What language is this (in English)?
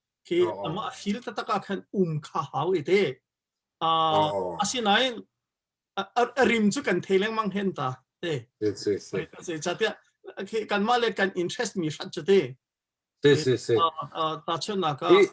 Hakha Chin